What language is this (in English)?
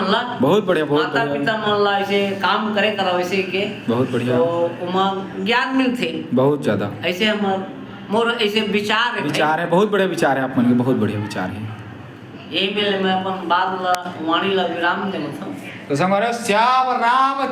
Chhattisgarhi